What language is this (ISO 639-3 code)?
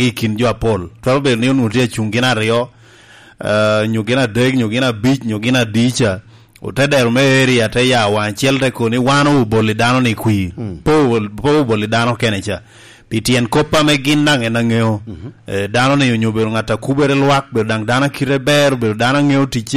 laj